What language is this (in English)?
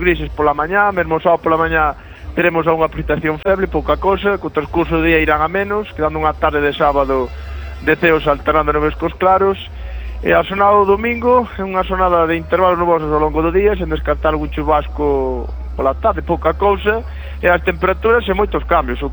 Galician